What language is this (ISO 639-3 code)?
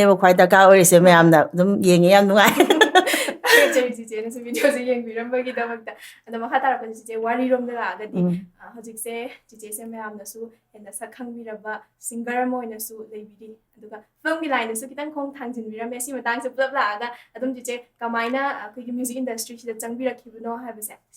mni